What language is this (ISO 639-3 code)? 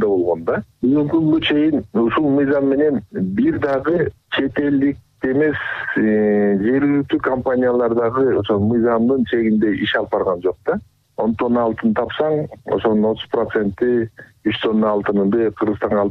kir